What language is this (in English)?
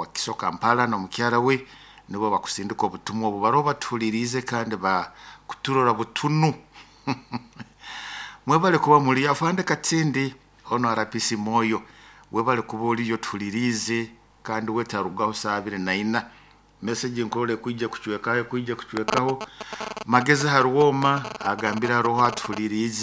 Nyoro